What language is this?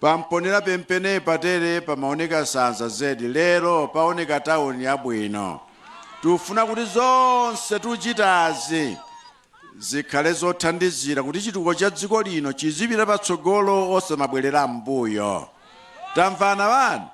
Nyanja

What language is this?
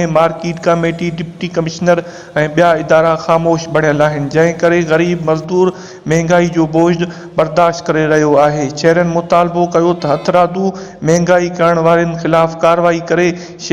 Sindhi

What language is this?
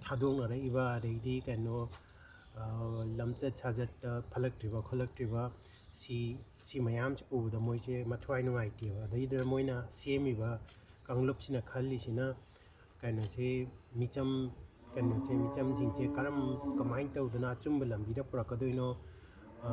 Manipuri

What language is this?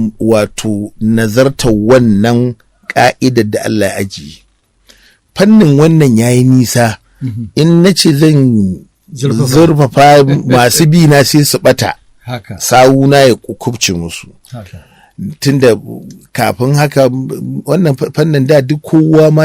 Hausa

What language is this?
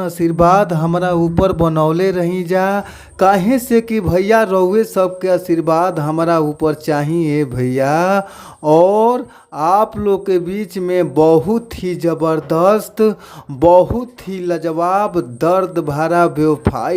Bhojpuri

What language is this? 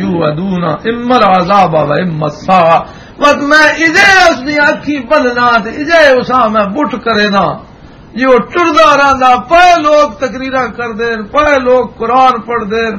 Western Panjabi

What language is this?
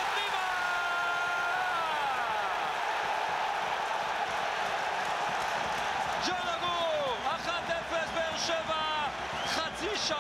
Hebrew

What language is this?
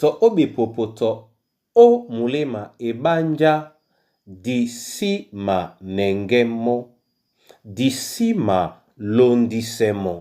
Duala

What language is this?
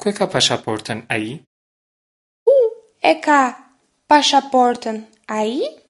Albanian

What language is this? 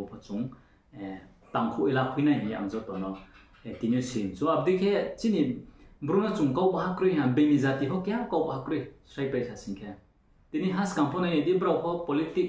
Riang (India)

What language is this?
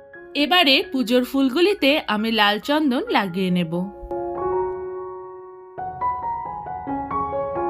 Bangla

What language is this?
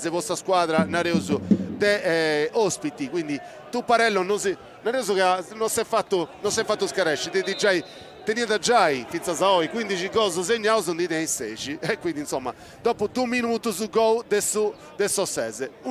Sardinian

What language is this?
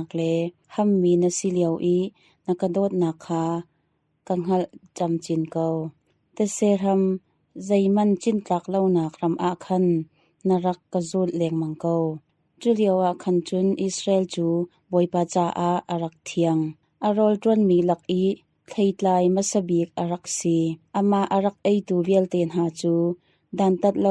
Hakha Chin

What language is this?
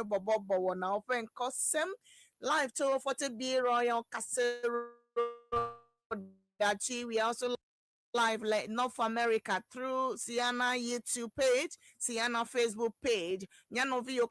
Ewe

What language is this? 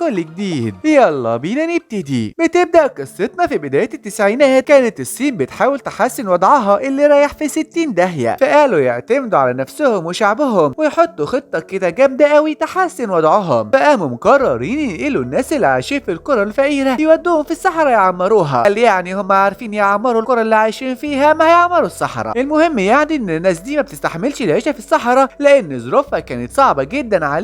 Egyptian Arabic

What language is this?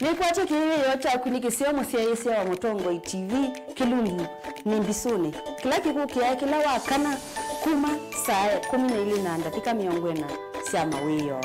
Kamba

